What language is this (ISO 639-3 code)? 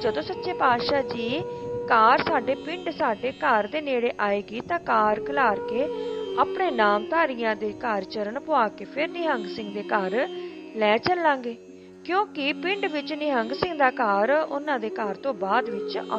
pan